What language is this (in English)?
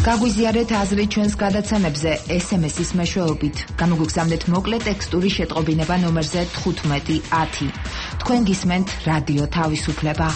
Georgian